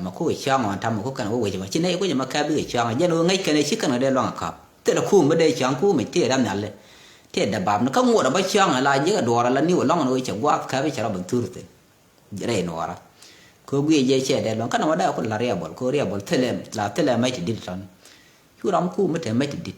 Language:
Nuer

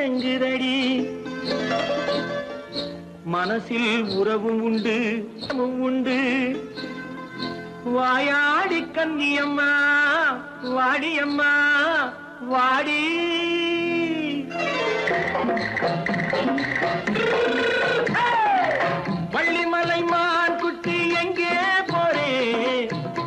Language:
Tamil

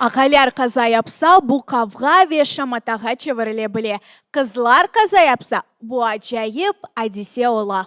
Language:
Crimean Tatar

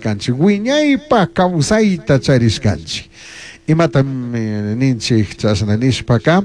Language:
Chimborazo Highland Quichua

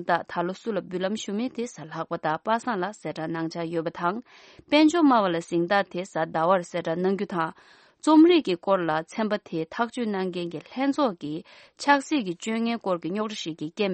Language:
Tibetan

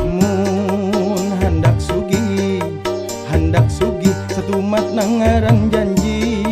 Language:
Banjar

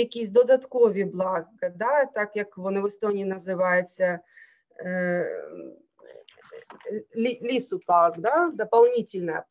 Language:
Ukrainian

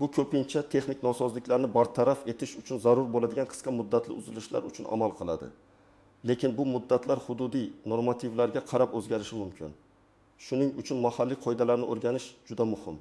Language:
Uzbek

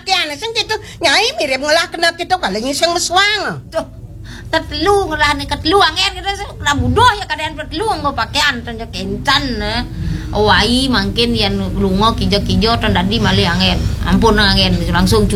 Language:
Balinese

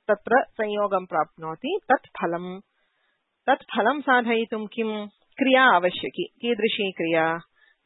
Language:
Sanskrit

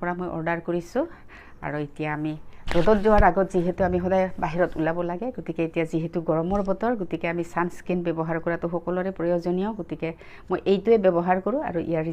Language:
Assamese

